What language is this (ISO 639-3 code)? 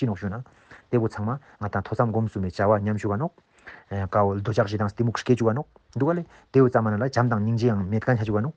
lbj